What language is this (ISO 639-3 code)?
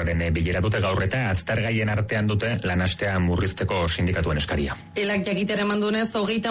eus